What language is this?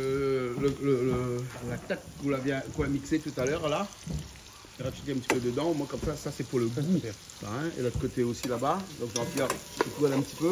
Réunion Creole French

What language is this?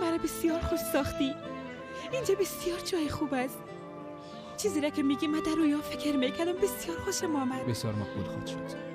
Persian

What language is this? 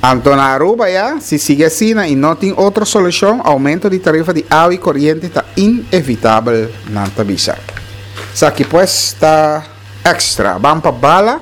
Papiamento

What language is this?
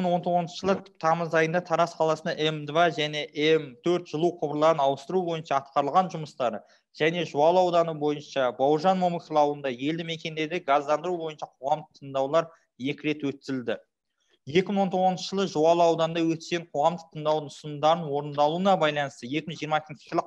Kazakh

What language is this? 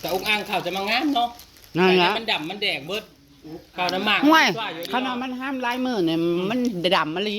Northeastern Thai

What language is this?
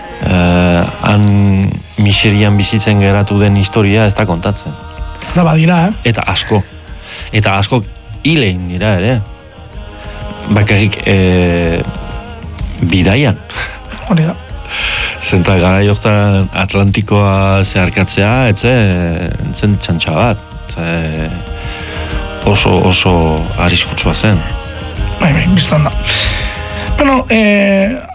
Basque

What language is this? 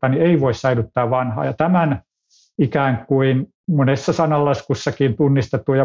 Finnish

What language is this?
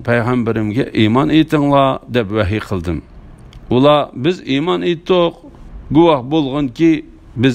Uyghur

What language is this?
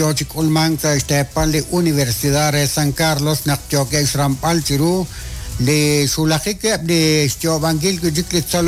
Kekchí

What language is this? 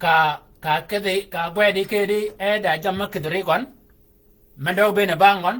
Shilluk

